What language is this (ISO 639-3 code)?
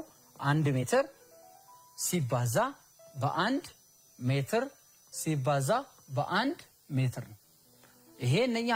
amh